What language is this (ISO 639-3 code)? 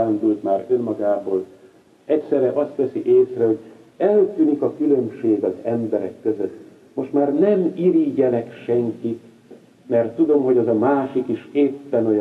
hun